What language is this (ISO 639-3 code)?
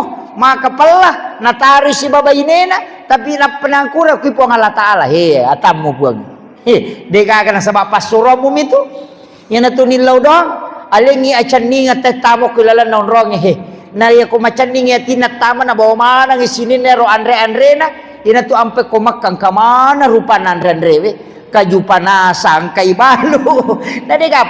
bug